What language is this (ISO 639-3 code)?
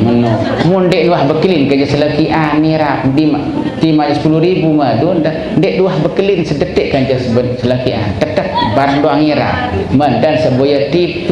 sas